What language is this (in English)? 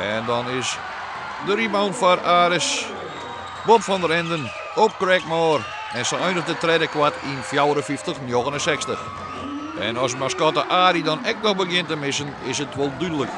Western Frisian